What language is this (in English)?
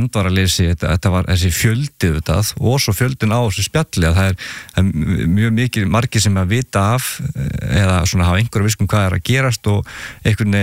Icelandic